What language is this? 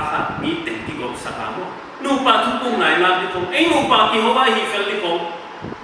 Paite Chin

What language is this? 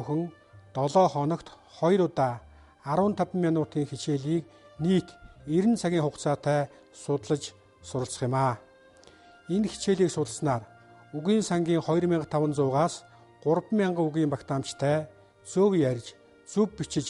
Mongolian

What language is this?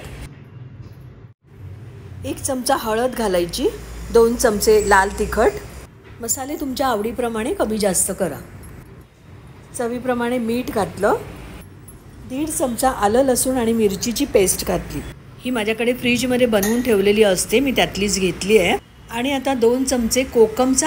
Marathi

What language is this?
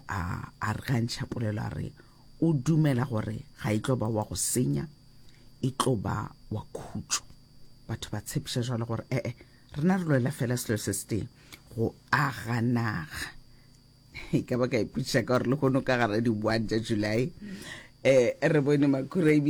Northern Sotho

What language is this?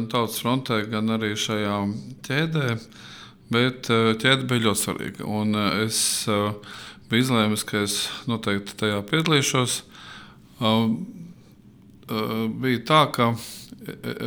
Latvian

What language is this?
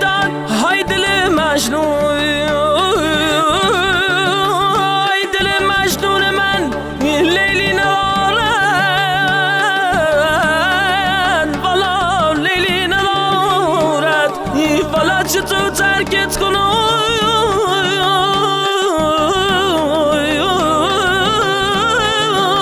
Persian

